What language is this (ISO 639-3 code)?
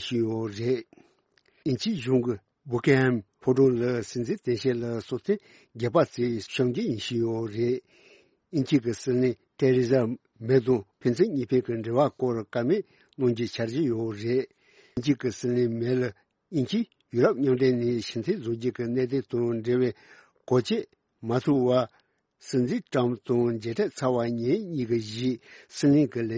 bod